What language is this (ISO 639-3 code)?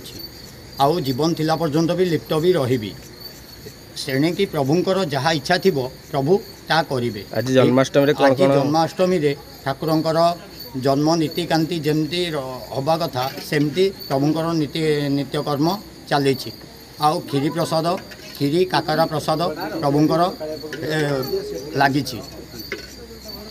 ori